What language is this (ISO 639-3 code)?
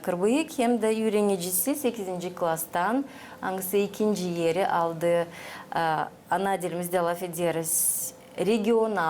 gag